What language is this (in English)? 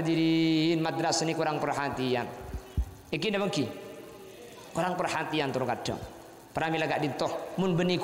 Madurese